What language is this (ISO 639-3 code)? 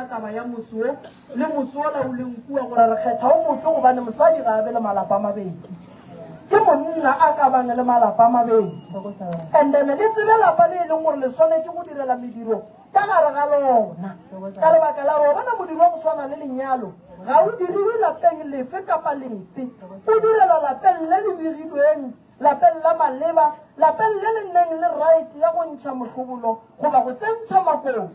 nso